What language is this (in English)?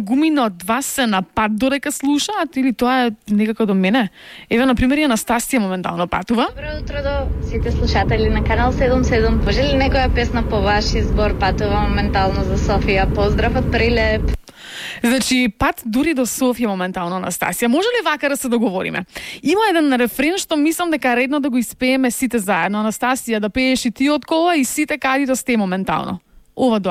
Macedonian